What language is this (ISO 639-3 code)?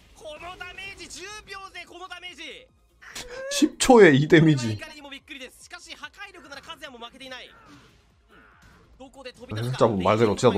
jpn